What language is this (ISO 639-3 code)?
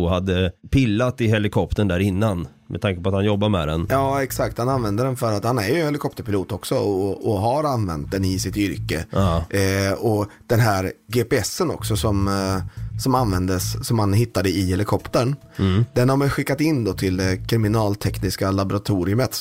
swe